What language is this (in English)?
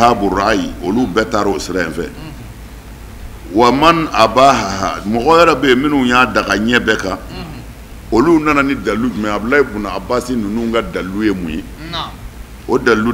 Bambara